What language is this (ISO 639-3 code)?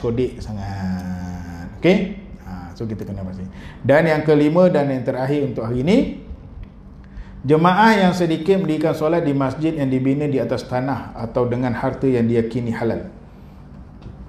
msa